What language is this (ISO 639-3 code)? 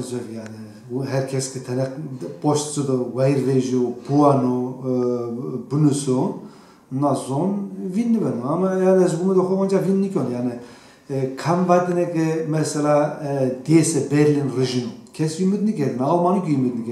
zza